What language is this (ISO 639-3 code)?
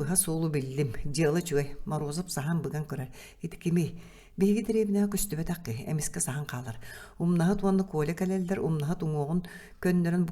sah